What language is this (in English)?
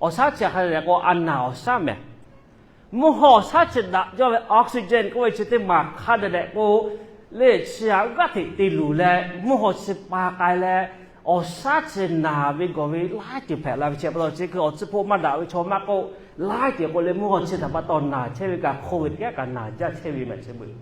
Lahu